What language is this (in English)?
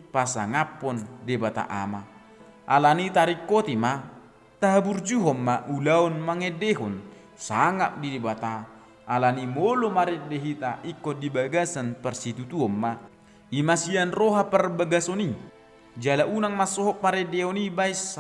Batak Toba